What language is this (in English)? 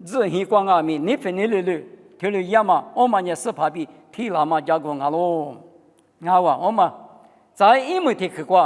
Lisu